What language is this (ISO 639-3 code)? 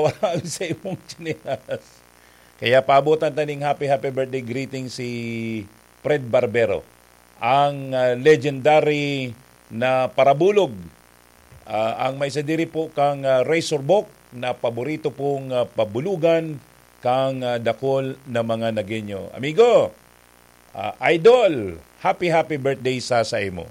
bik